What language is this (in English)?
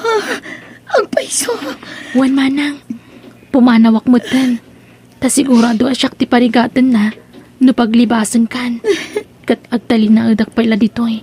Iloko